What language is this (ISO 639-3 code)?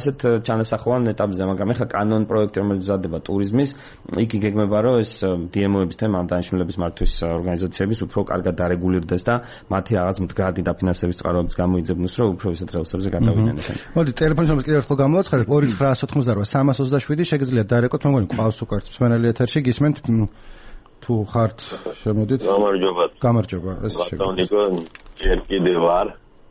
kat